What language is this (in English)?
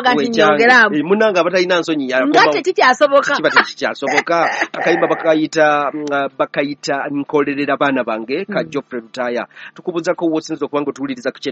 Ganda